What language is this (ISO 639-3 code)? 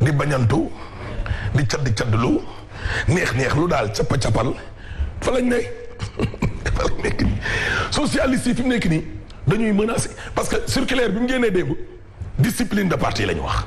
wol